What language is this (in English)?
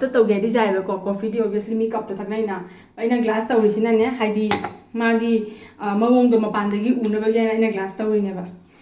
Manipuri